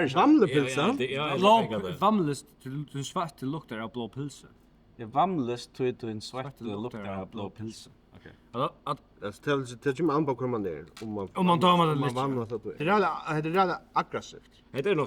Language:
Faroese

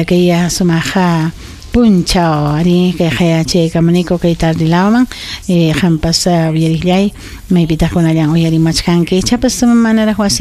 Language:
Ayacucho Quechua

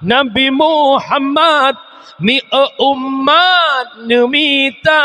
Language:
Achinese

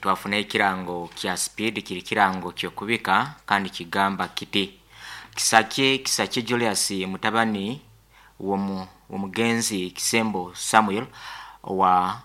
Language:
Nyoro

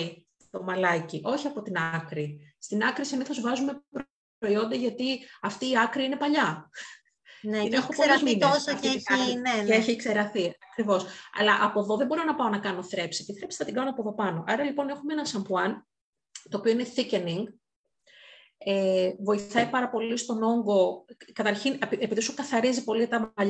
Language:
Greek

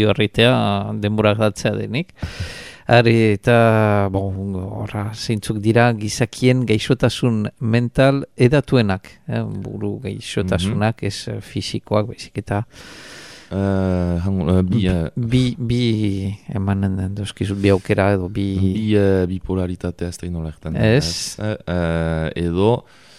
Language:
Basque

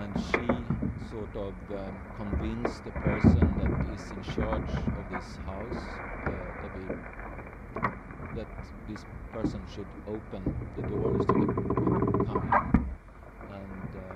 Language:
English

